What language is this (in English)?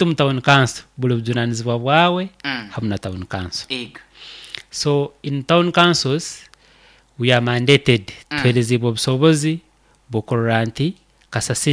Nyoro